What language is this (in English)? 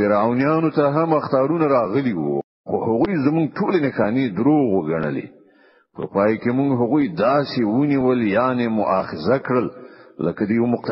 Pashto